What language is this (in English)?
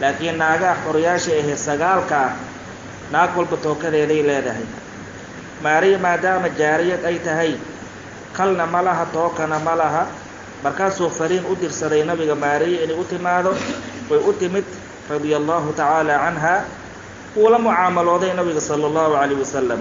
Somali